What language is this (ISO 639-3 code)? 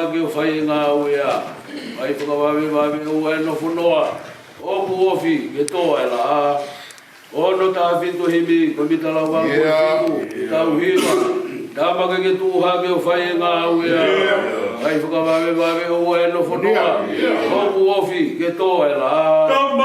ton